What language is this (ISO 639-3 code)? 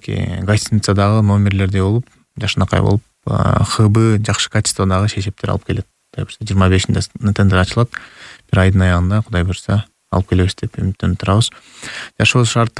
kir